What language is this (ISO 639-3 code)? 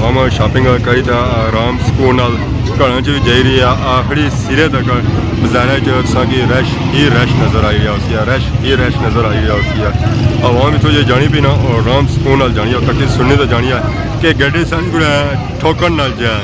phr